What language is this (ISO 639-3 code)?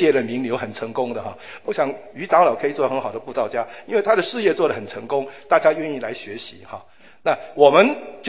zho